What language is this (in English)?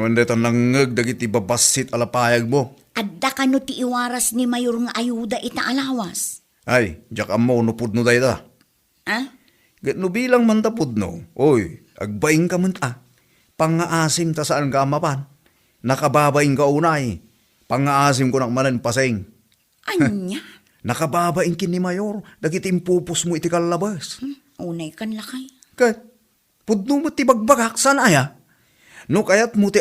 Iloko